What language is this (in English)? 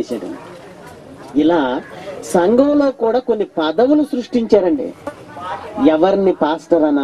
Telugu